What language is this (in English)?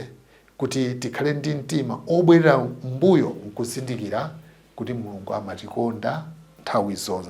Nyanja